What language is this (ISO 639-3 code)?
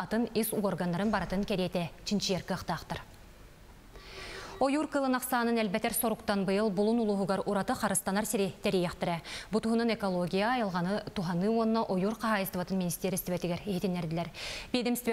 sah